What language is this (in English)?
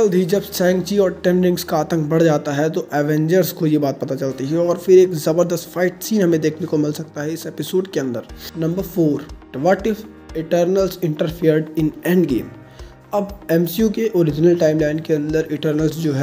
Hindi